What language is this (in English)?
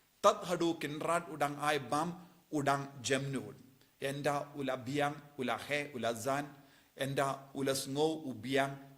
Khasi